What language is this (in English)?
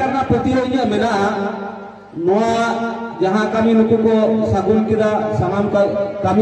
Santali